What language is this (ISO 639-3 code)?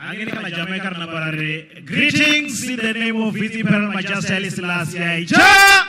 ven